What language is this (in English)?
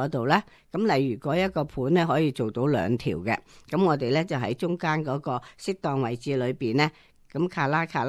Cantonese